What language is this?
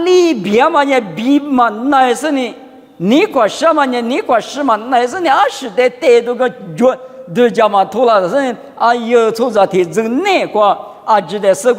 Lisu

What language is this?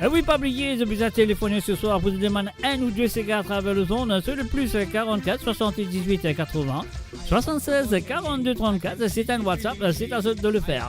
Morisyen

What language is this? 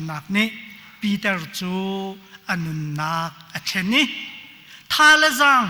Hakha Chin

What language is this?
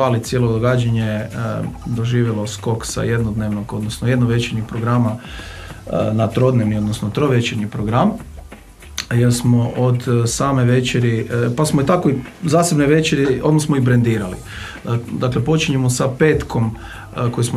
Croatian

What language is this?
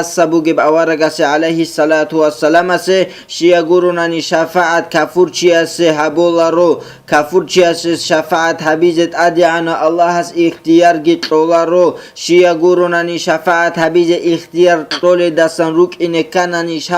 Avaric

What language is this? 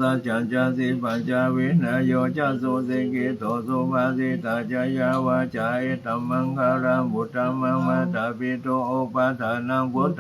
Pali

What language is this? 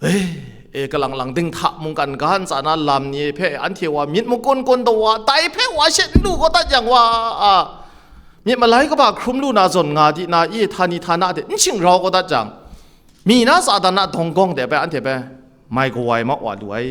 Kachin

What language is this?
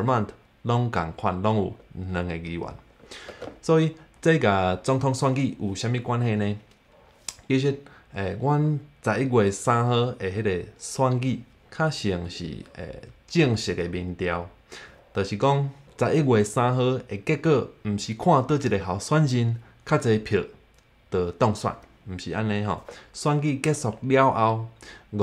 Min Nan Chinese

